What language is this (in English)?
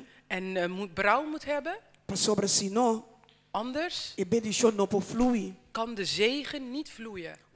Papiamento